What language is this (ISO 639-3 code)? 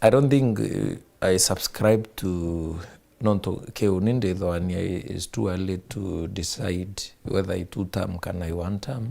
mer